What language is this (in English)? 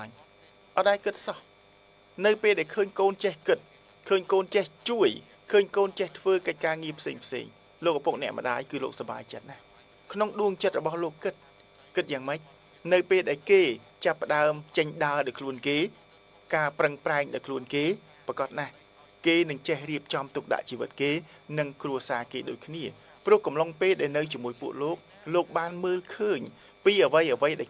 Khmer